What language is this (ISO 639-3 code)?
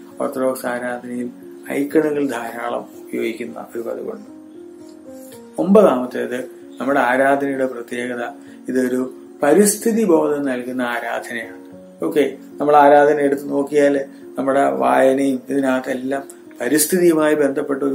mal